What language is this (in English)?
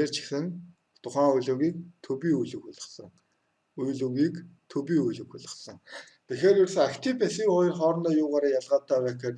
Mongolian